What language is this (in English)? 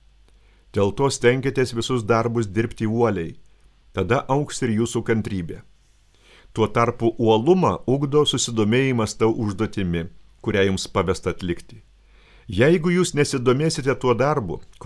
Lithuanian